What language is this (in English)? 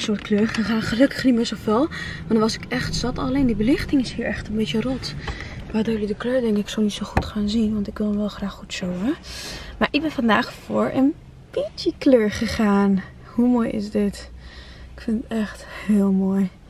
Dutch